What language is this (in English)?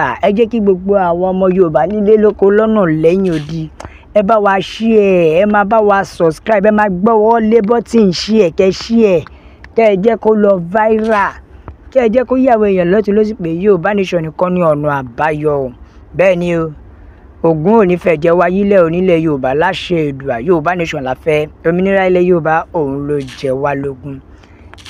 Yoruba